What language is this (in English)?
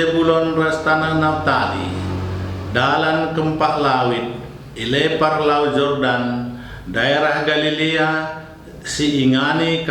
Batak Karo